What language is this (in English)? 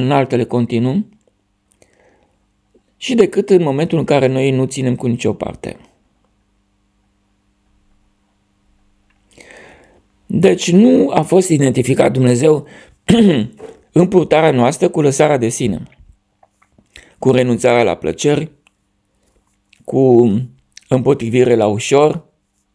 Romanian